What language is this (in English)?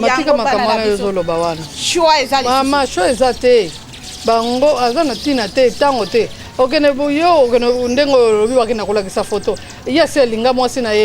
Lingala